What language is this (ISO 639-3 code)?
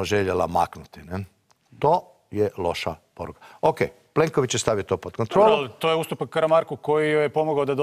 hrv